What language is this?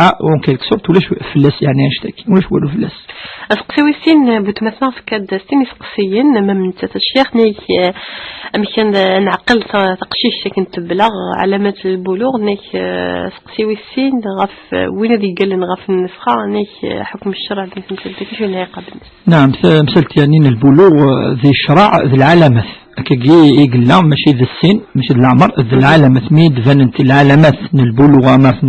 Kabyle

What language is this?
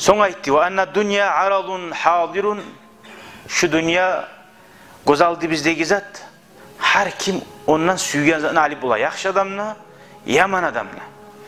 Kumyk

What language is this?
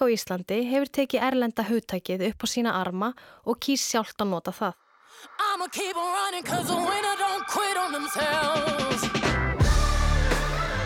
Icelandic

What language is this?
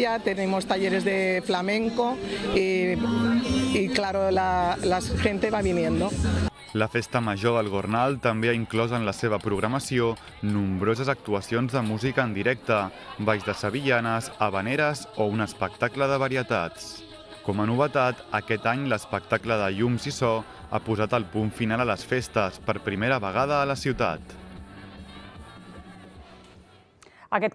Catalan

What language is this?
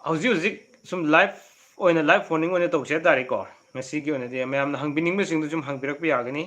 Manipuri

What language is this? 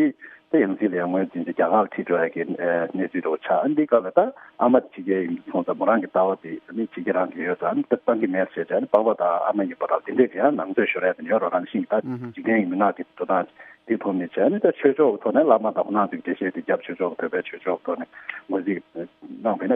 Tibetan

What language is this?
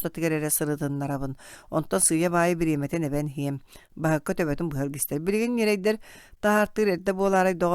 Yakut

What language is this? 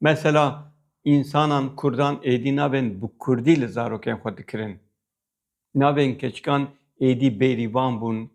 Kurdish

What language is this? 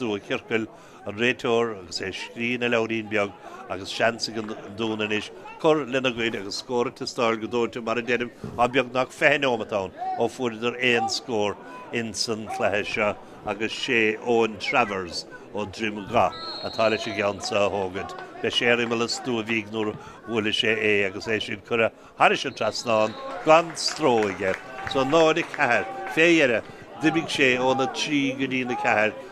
Irish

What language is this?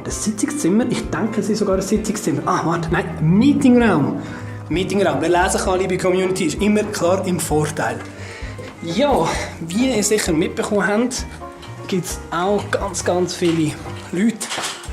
Swiss German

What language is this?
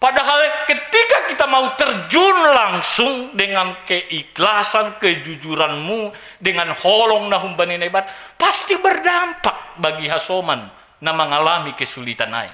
Batak Simalungun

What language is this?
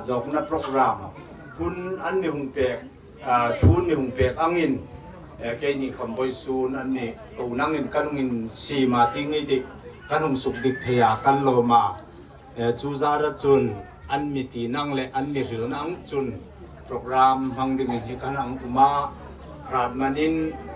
Hmar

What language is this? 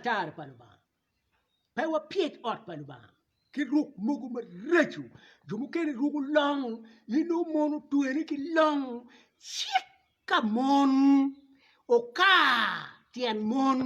Acoli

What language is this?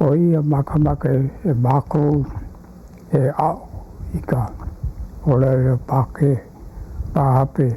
Hawaiian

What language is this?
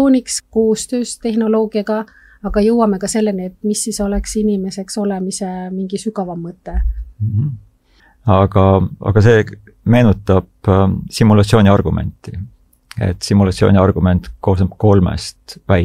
Estonian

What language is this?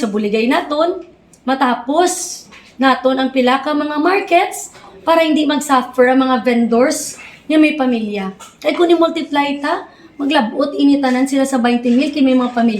Hiligaynon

